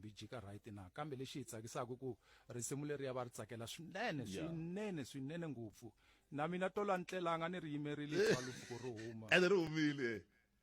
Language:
Tsonga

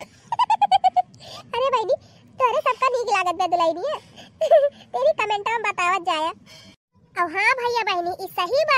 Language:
Bhojpuri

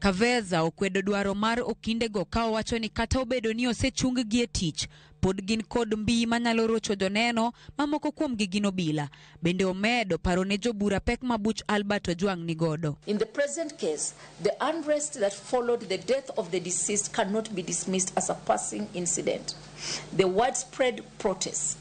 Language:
Luo (Kenya and Tanzania)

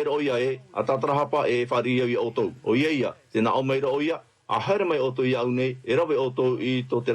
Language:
Tahitian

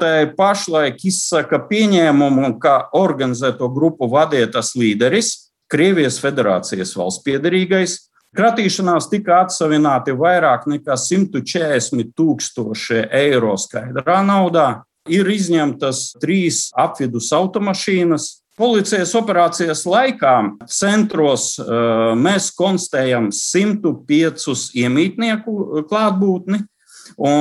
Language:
Latvian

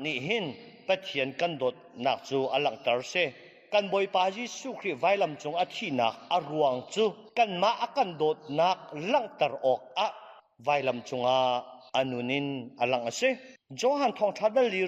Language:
Hakha Chin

